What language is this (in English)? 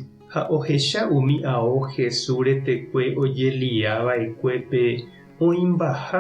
Guarani